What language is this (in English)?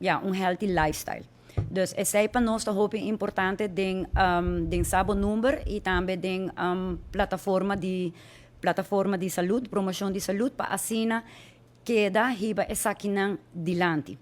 Papiamento